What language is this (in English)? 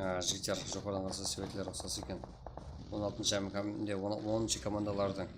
Kara-Kalpak